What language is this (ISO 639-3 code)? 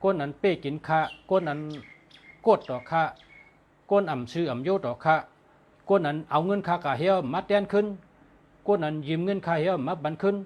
shn